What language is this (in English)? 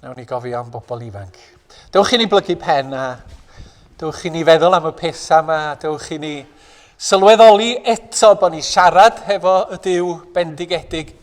Welsh